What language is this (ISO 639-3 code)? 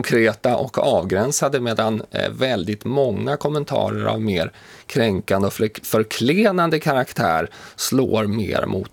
swe